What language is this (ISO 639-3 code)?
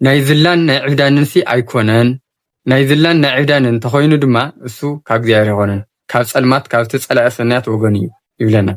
tir